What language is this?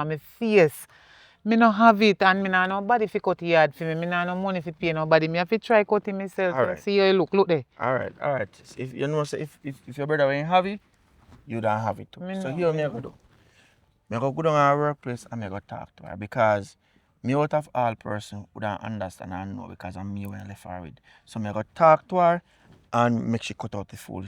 Jamaican Creole English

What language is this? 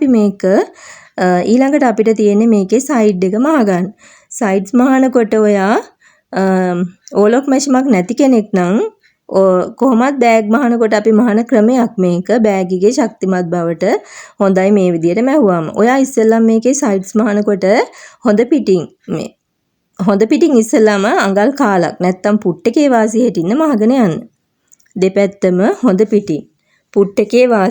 Sinhala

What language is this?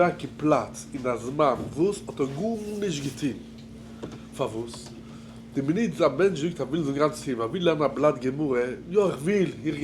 Yiddish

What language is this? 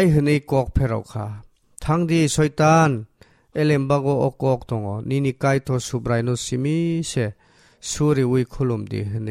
Kok Borok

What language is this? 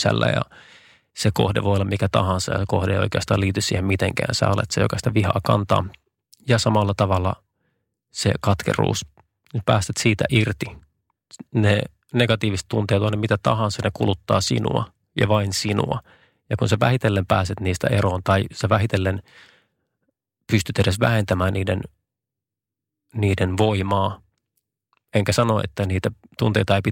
Finnish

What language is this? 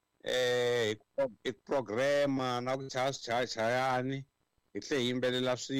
Tsonga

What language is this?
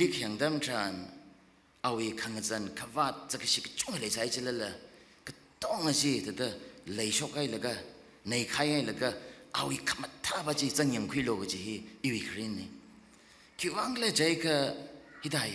Tangkhul Naga (India)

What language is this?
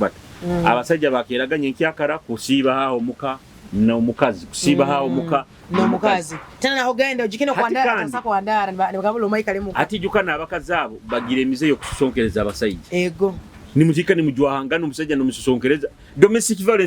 Nyoro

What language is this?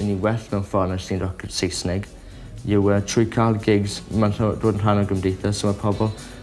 Welsh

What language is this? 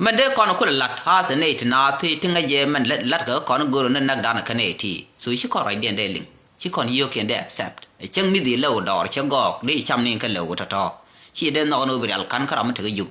Nuer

